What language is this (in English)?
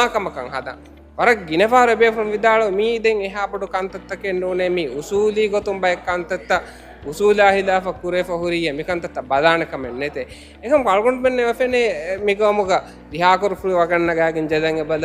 Divehi